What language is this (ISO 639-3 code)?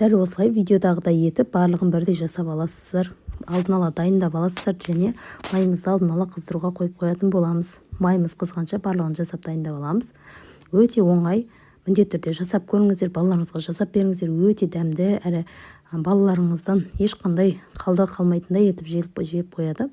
kaz